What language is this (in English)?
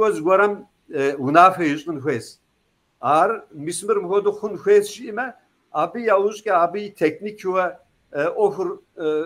Kabardian